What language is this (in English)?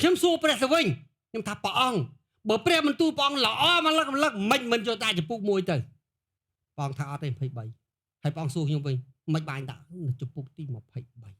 Khmer